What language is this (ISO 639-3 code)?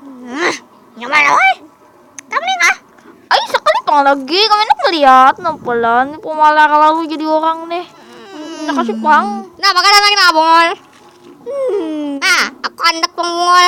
bjn